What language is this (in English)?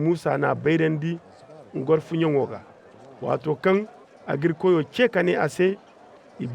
Zarma